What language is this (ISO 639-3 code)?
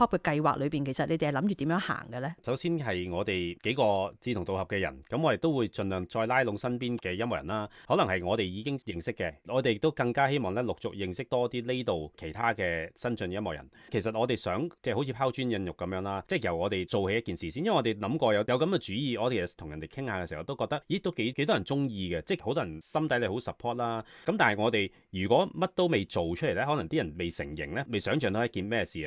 yue